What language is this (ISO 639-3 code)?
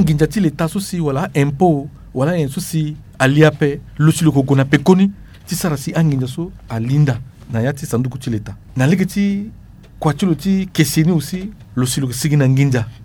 sag